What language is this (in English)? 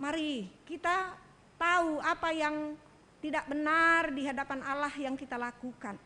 Batak Karo